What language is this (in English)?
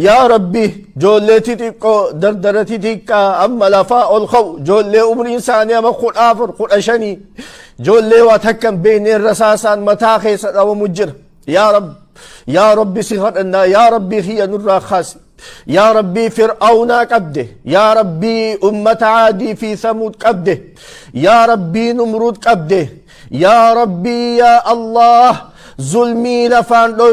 Oromo